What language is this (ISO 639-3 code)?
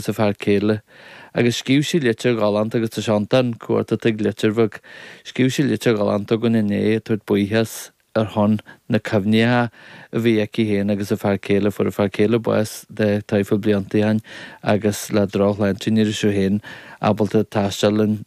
gle